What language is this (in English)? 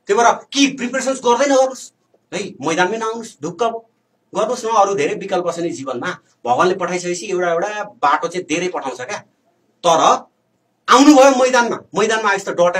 Nepali